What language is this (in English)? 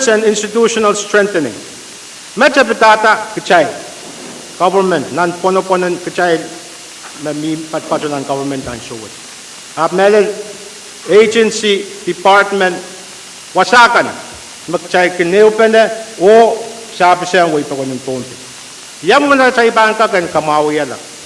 Pohnpeian